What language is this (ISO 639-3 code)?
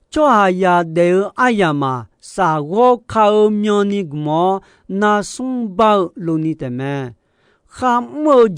ahk